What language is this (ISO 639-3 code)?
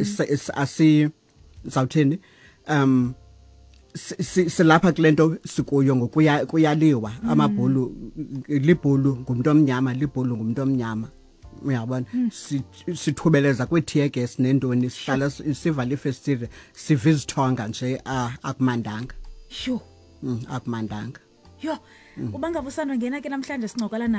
xho